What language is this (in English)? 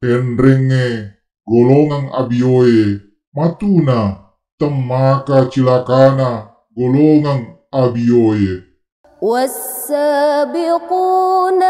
Buginese